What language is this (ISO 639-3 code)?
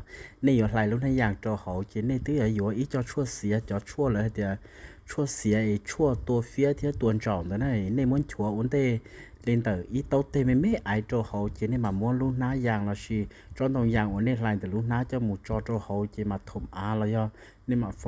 hmn